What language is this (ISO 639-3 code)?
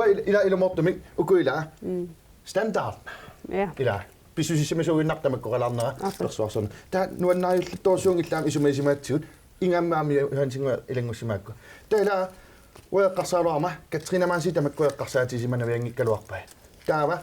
kal